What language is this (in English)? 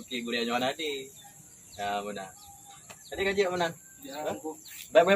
Achinese